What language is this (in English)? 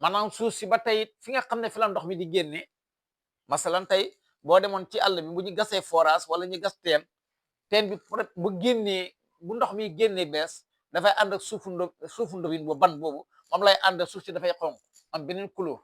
Wolof